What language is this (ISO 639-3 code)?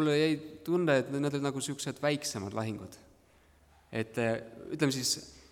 est